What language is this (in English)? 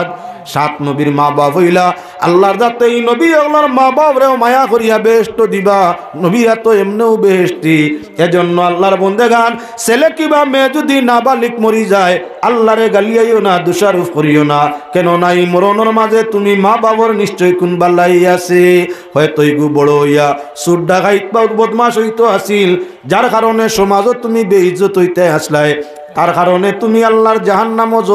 Sylheti